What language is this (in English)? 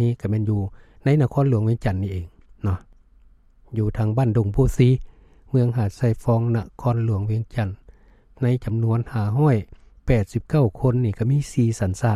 Lao